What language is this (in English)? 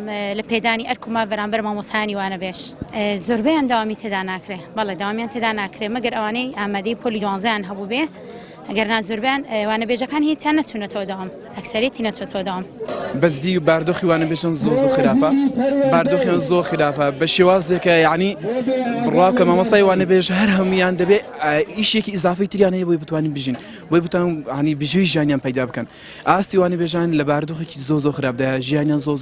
Central Kurdish